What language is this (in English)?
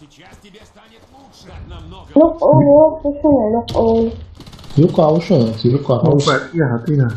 Chechen